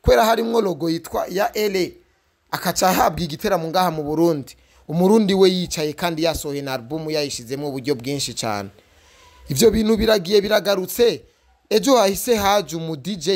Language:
Rundi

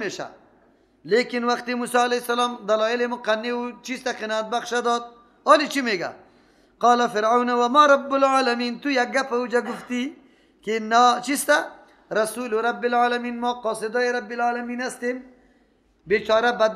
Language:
Persian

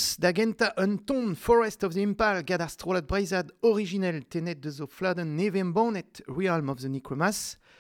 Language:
Breton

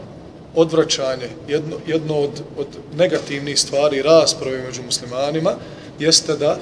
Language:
Bosnian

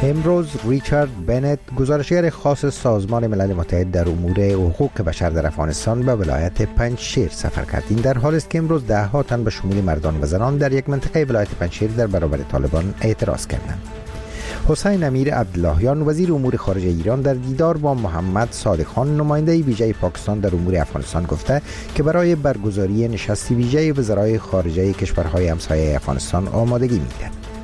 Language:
Persian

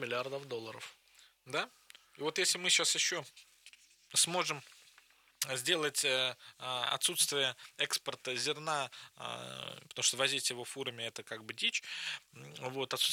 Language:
Russian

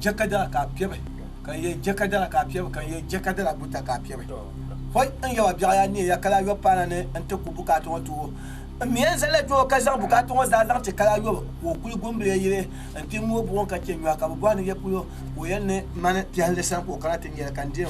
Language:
Dagbani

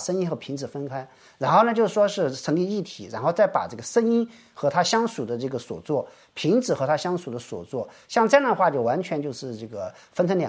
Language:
Chinese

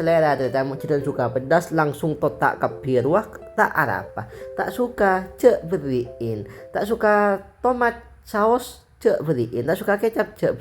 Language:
Madurese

